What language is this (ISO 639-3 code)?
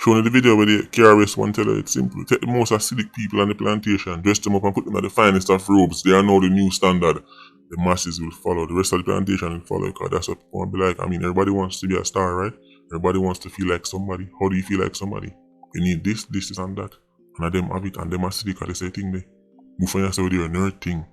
jam